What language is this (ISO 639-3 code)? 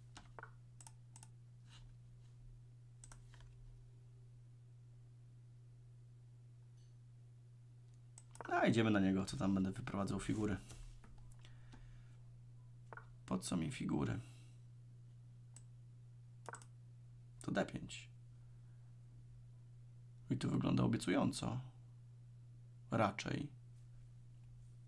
pol